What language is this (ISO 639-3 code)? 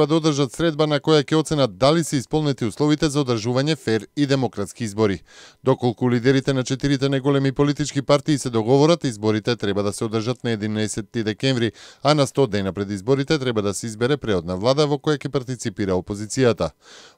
mkd